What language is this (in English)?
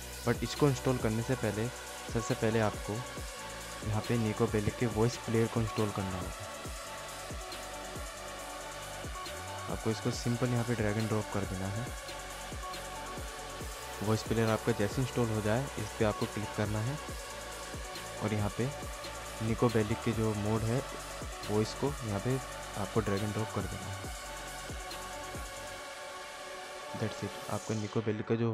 Hindi